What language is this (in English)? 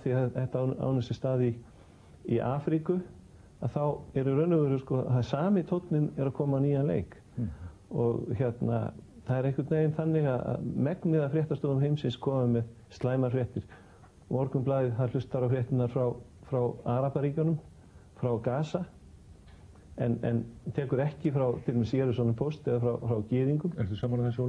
Icelandic